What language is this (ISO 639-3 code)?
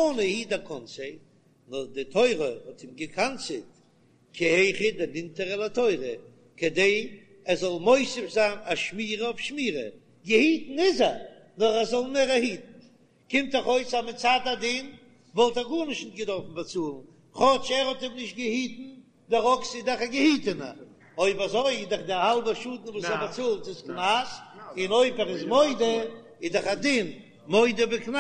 yid